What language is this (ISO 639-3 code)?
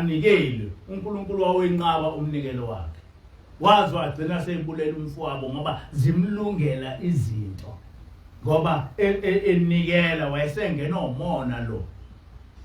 zul